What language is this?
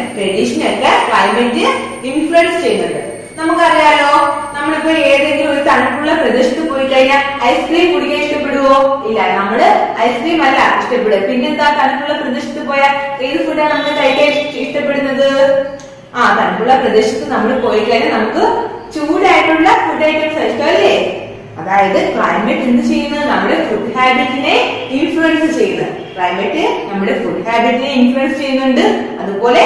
Malayalam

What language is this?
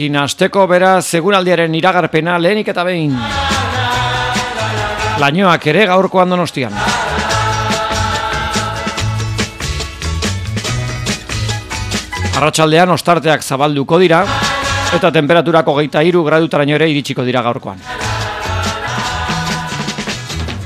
Basque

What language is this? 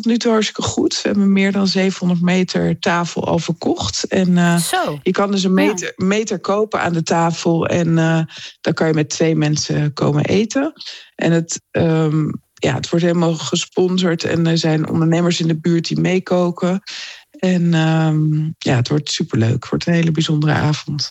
Dutch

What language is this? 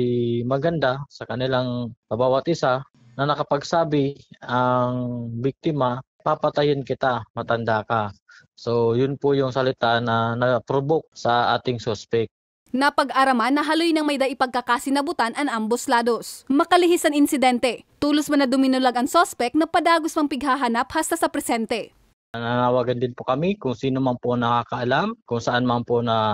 Bikol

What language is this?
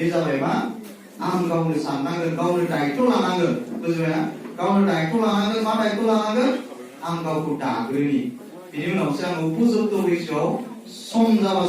Bodo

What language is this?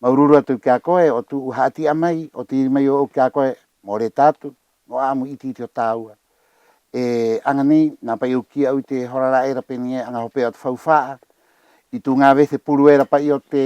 Rapanui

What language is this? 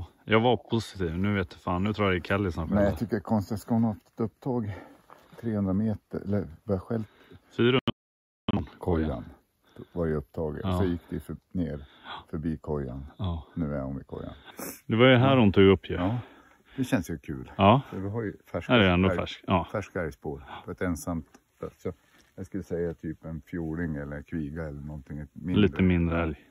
Swedish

